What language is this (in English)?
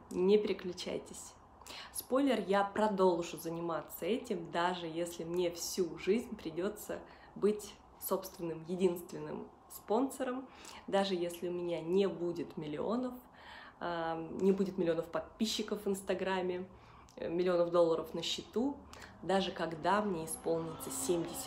Russian